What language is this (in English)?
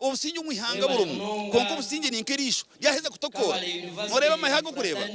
Nyankole